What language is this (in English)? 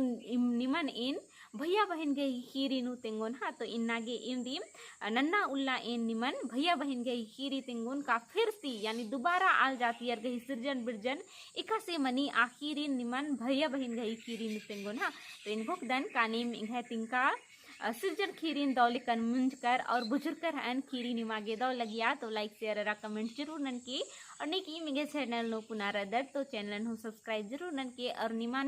Kurukh